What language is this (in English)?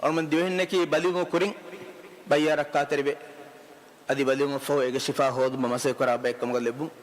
Divehi